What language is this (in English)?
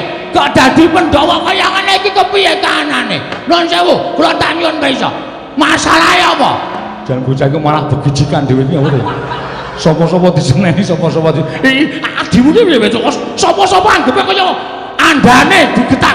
Javanese